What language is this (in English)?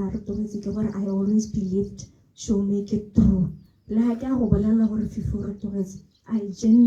Tswana